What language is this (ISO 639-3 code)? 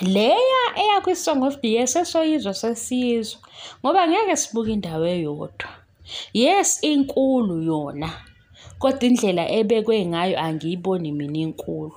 zul